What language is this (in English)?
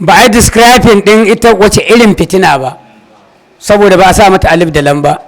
Hausa